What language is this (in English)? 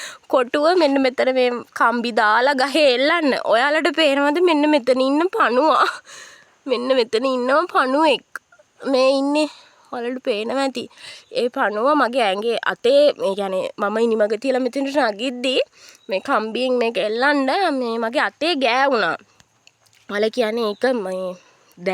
Sinhala